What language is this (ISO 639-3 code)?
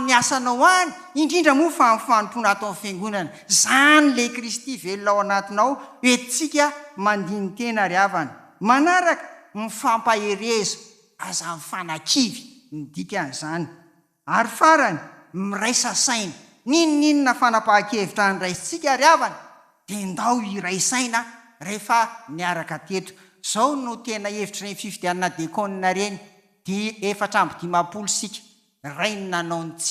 mlg